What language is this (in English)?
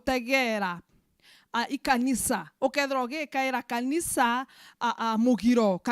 Meru